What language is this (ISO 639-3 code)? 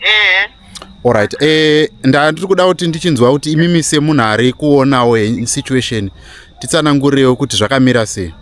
sna